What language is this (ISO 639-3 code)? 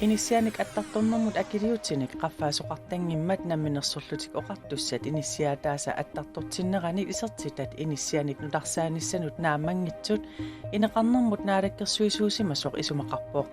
kal